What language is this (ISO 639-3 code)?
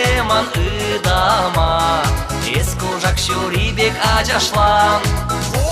chv